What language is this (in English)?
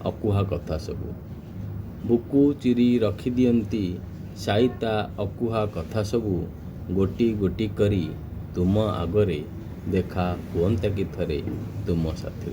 Odia